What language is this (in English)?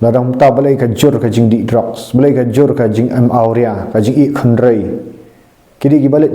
Khasi